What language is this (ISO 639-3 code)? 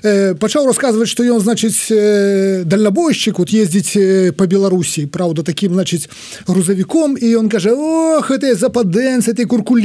bel